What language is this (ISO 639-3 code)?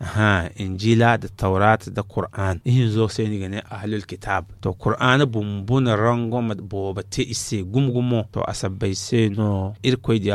dje